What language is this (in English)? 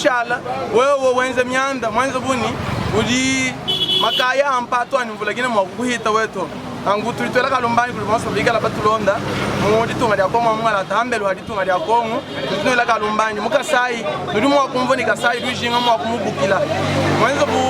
Luba-Lulua